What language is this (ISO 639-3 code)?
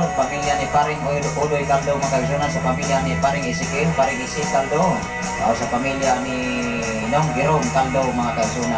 ceb